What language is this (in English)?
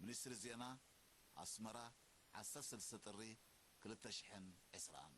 Tigrinya